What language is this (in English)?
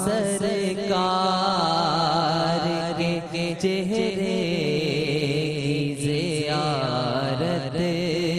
Urdu